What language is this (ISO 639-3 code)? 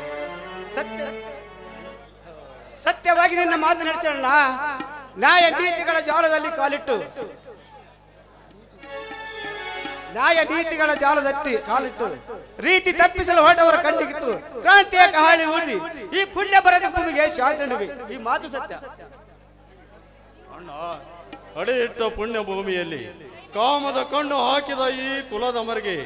kan